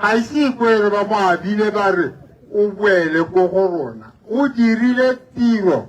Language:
Tswana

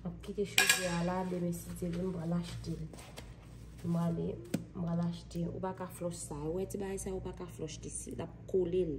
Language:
Haitian Creole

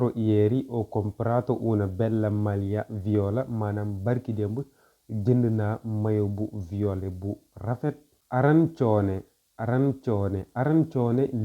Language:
Wolof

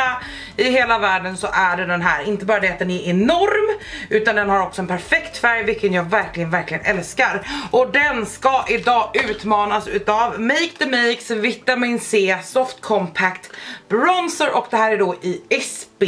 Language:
Swedish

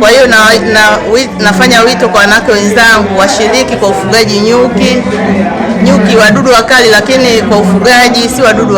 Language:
Swahili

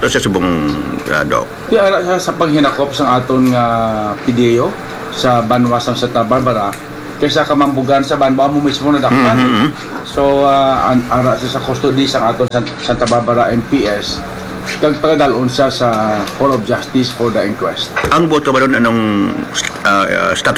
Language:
Hiligaynon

